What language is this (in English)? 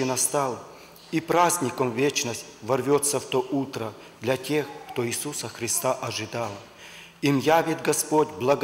Russian